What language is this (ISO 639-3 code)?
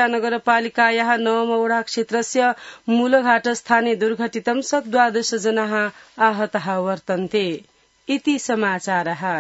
san